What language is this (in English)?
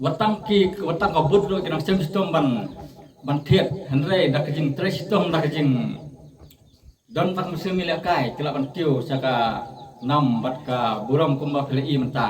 Khasi